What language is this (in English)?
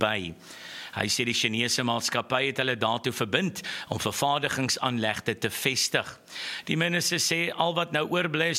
Afrikaans